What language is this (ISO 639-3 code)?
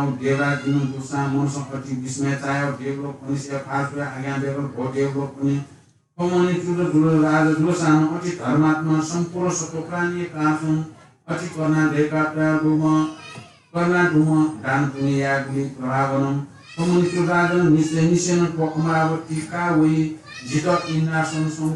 new